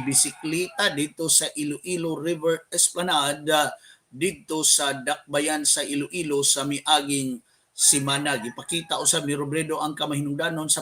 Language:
Cebuano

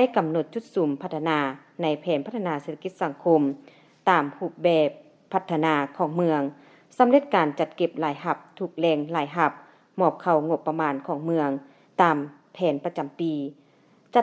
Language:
Lao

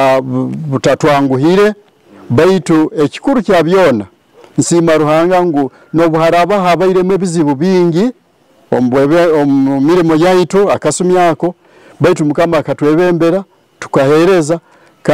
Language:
Nyoro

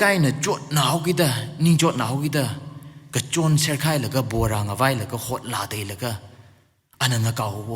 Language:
Tangkhul Naga (India)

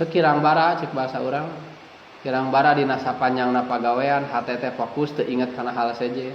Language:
Sundanese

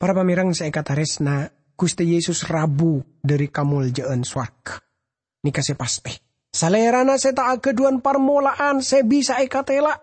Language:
Madurese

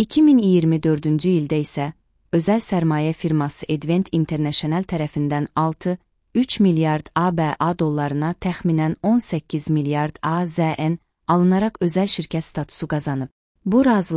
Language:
Azerbaijani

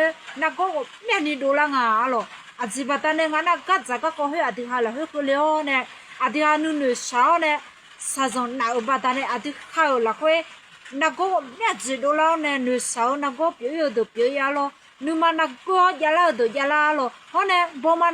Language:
Akha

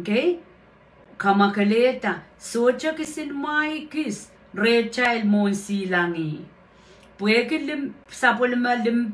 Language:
Pohnpeian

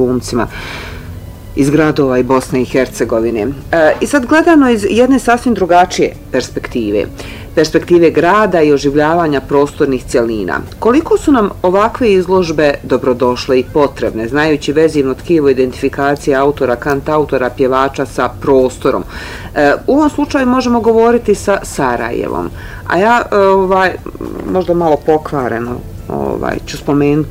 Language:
Bosnian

